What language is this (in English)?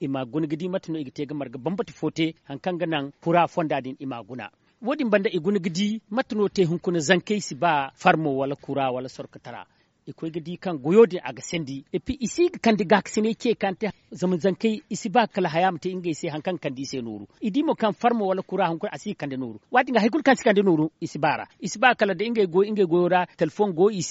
Zarma